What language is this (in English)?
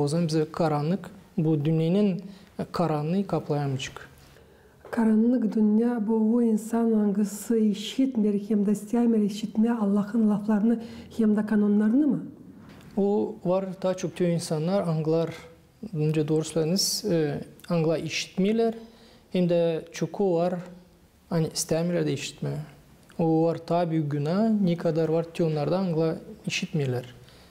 Gagauz